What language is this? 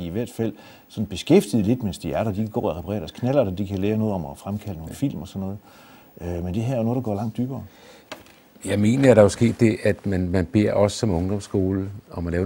Danish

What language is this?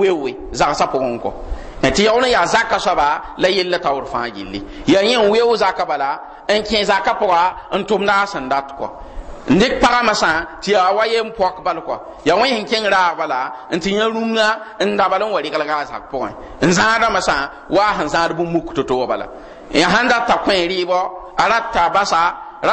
Mossi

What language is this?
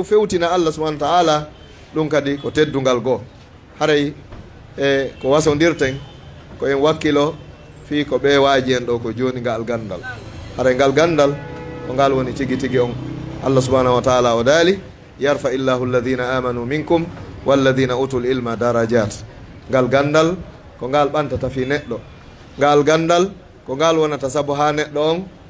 Fula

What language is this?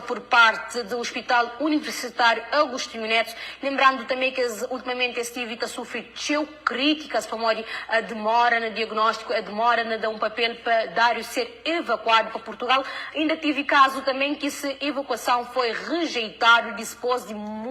Kabuverdianu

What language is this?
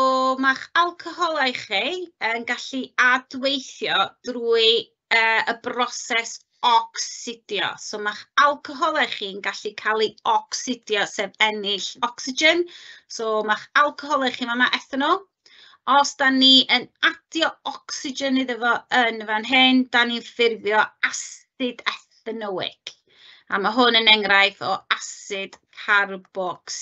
Welsh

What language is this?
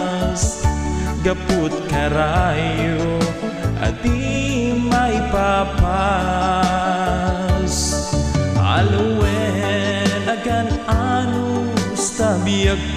Iloko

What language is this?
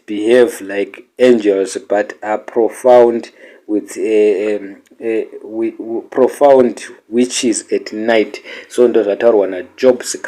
Shona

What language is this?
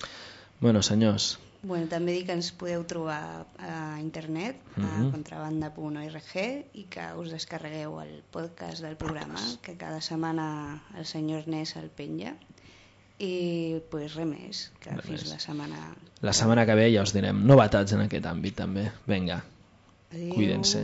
Catalan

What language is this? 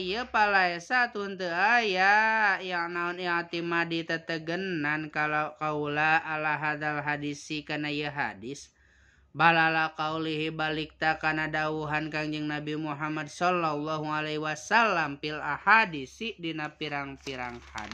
Sundanese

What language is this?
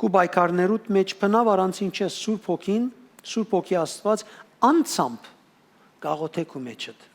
Western Armenian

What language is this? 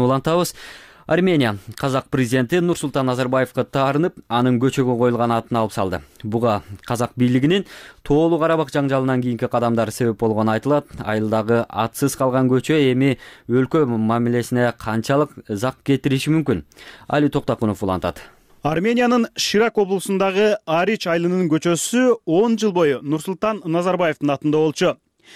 Kyrgyz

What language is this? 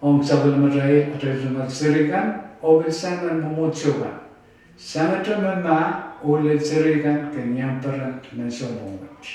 Pohnpeian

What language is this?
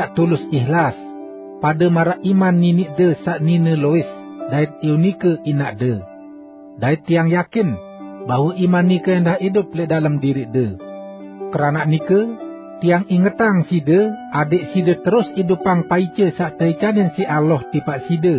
Sasak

